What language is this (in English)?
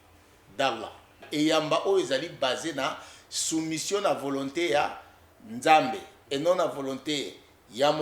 Lingala